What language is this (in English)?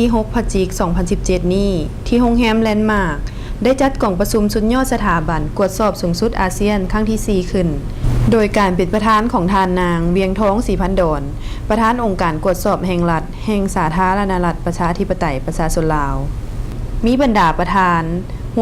Lao